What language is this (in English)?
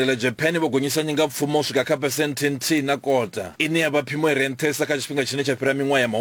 Venda